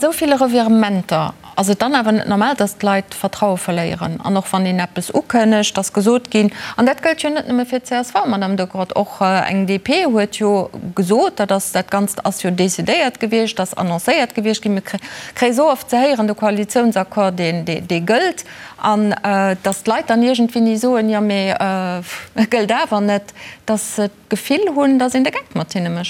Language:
Luxembourgish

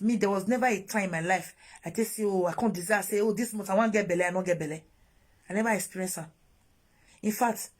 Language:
Nigerian Pidgin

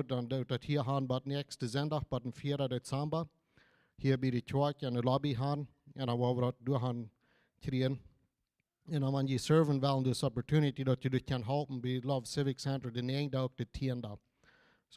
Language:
Plautdietsch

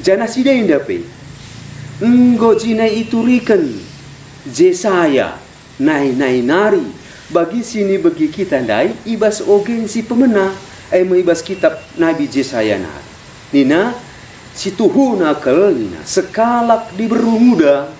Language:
Batak Karo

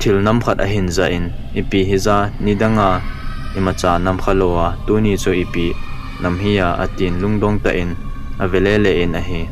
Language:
Thado Chin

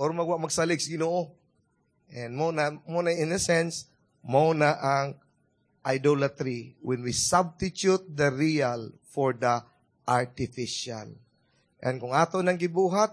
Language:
Cebuano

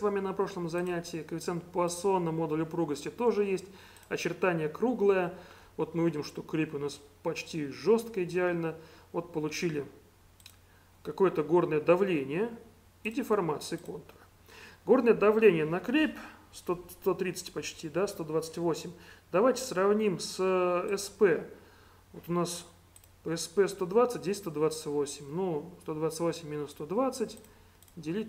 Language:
Russian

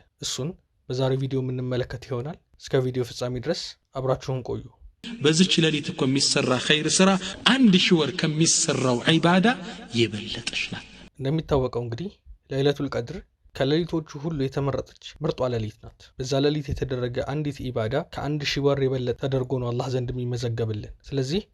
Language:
Amharic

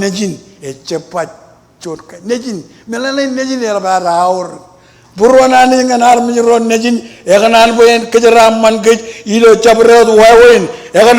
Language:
Marshallese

